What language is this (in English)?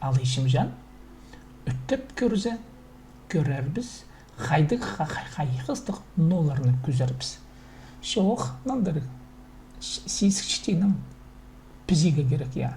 Khakas